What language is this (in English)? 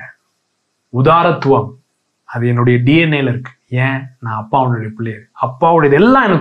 Tamil